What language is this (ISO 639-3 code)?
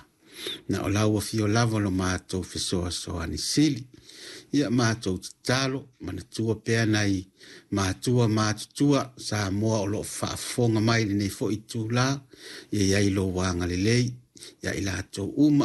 smo